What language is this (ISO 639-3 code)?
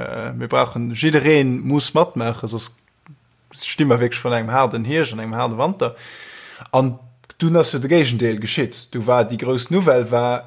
ltz